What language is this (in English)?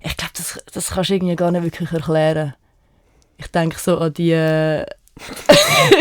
Swiss German